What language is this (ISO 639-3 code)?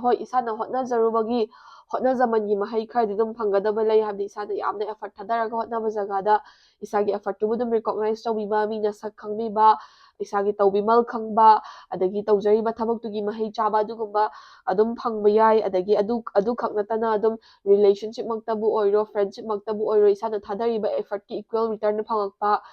mni